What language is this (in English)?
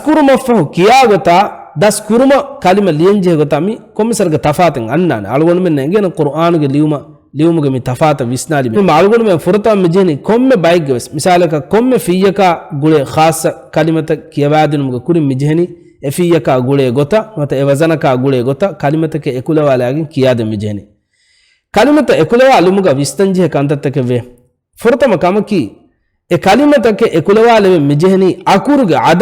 Divehi